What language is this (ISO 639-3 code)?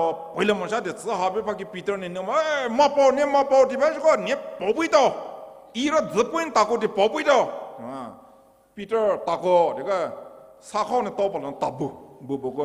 pmx